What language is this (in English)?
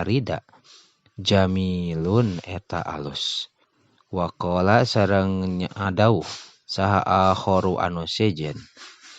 Sundanese